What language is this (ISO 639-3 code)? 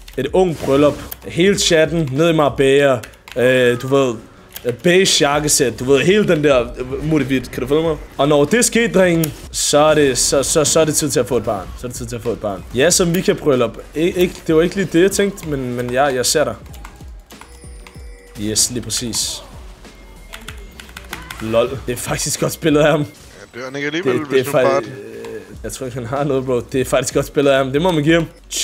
dan